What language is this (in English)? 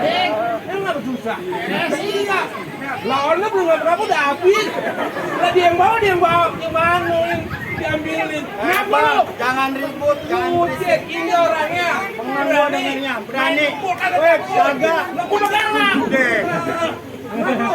Betawi